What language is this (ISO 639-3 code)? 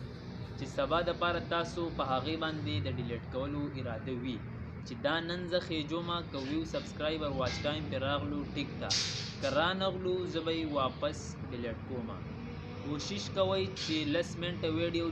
pus